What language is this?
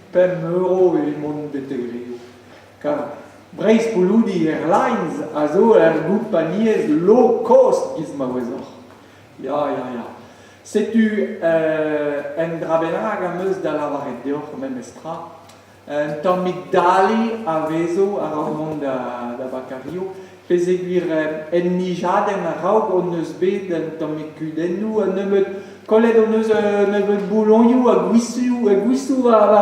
Breton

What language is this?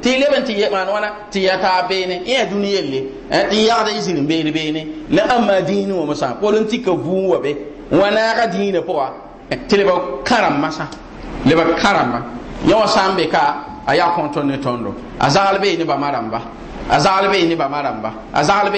Mossi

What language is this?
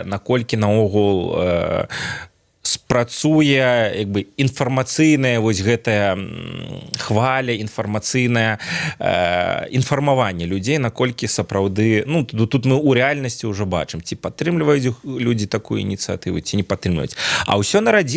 Belarusian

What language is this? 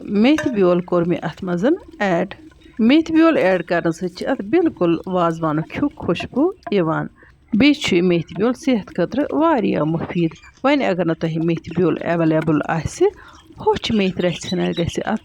Kashmiri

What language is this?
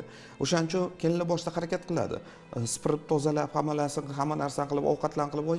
Uzbek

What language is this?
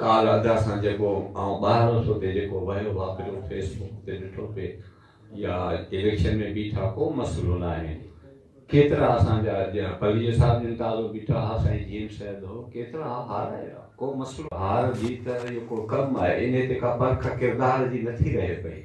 Sindhi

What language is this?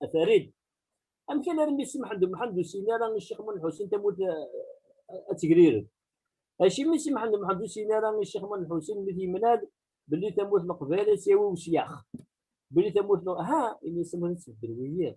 Kabyle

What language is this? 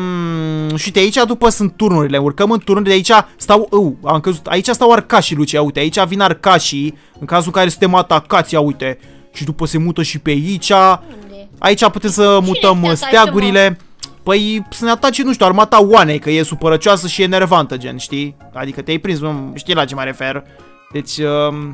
Romanian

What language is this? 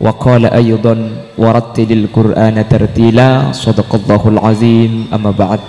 Madurese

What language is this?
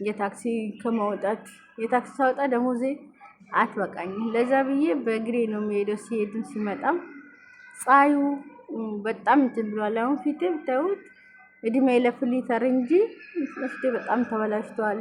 Amharic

